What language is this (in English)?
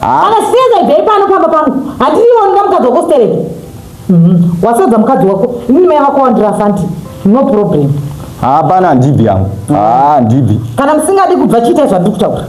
Shona